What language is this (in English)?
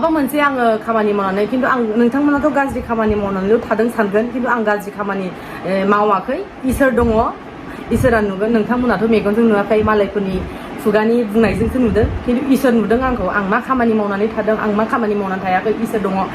Bodo